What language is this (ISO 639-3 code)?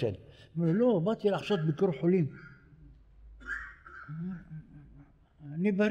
heb